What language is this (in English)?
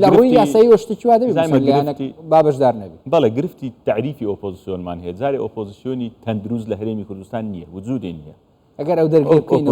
Central Kurdish